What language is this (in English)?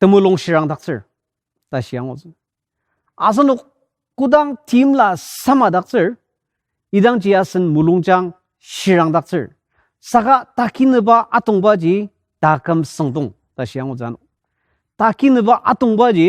Ao Naga